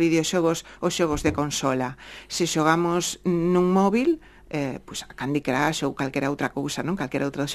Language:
Galician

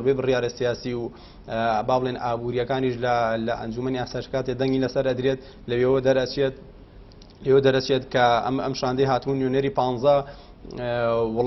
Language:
Central Kurdish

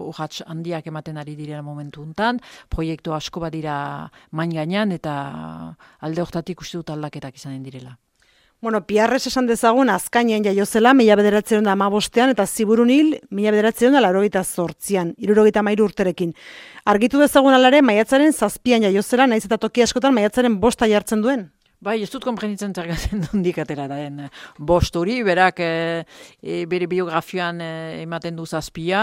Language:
Basque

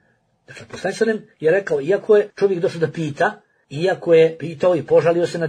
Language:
Bosnian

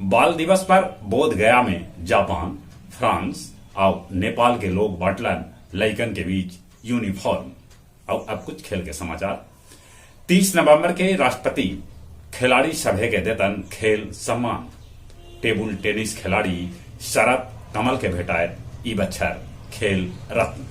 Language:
Magahi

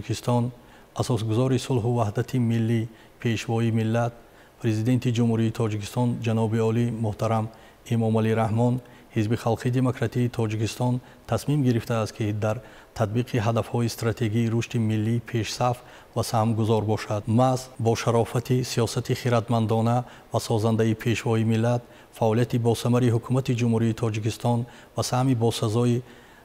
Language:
Tajik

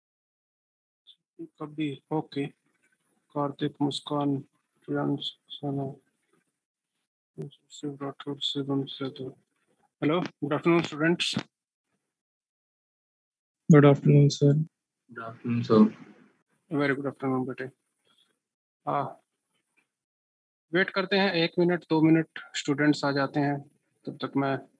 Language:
Hindi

